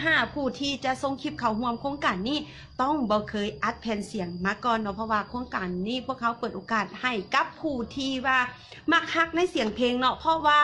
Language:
Lao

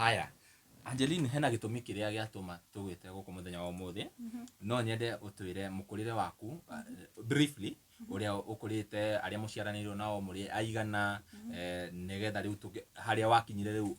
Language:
Kikuyu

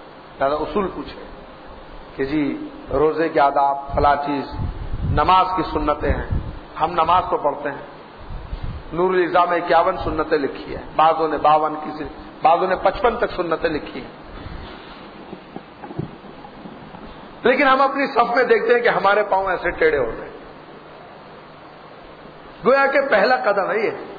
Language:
Urdu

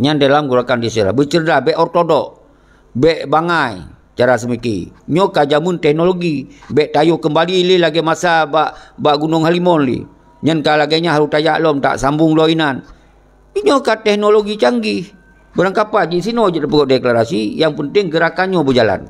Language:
Achinese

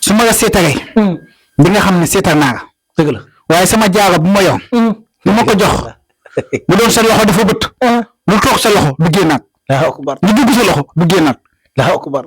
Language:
Wolof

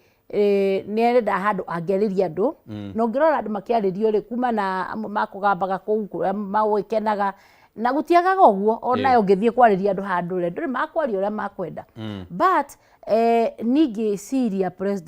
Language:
Kikuyu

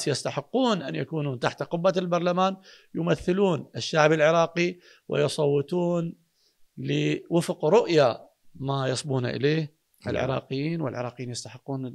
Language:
Mesopotamian Arabic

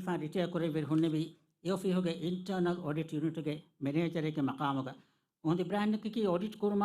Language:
Divehi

